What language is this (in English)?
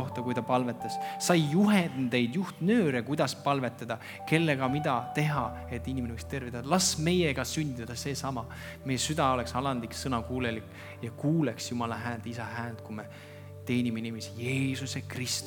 Estonian